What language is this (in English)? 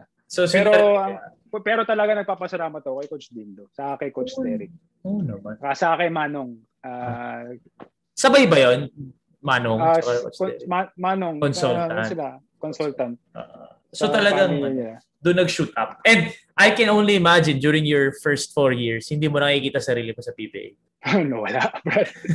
Filipino